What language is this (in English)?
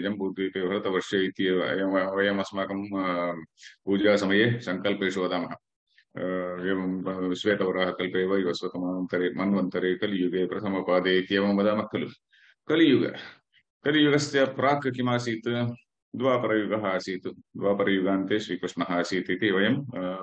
Sanskrit